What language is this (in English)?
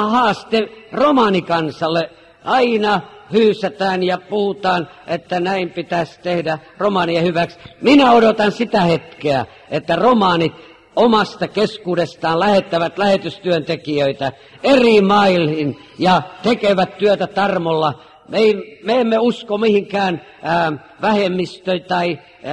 Finnish